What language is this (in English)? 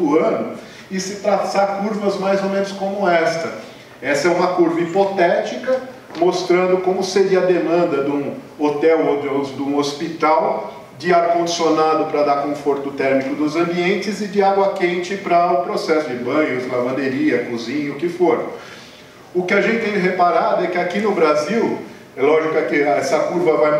Portuguese